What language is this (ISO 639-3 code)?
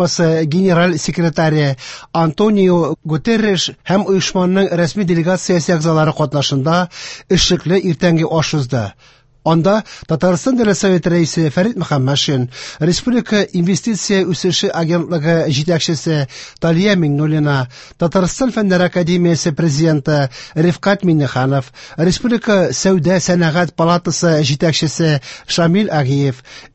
tat